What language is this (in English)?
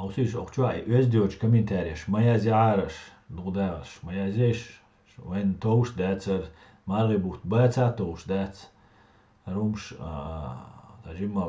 Chechen